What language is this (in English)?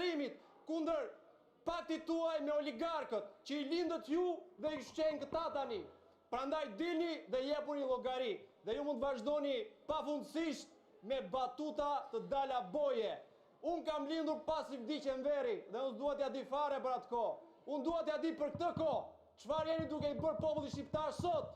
Albanian